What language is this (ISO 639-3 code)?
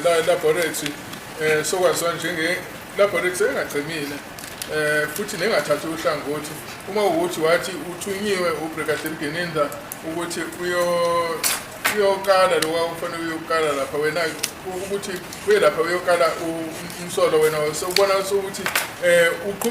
zul